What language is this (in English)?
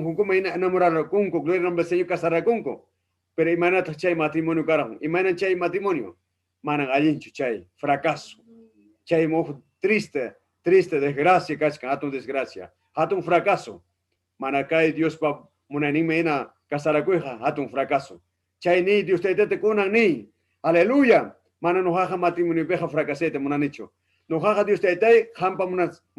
Ayacucho Quechua